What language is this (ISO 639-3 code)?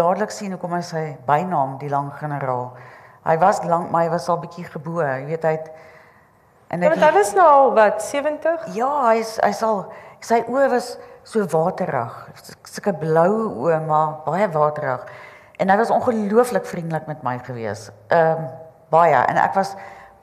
afr